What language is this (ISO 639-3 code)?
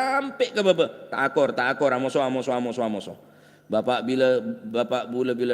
mad